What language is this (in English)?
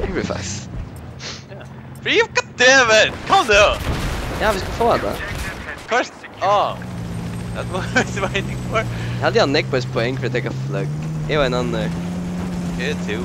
Faroese